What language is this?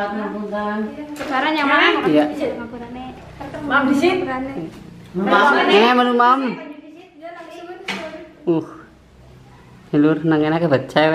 Indonesian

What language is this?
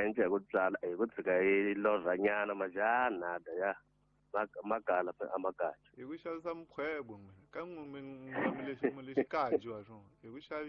Tsonga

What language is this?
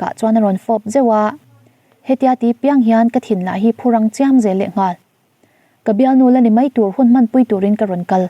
Mizo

